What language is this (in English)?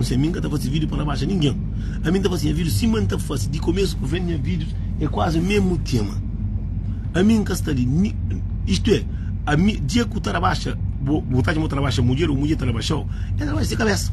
Kabuverdianu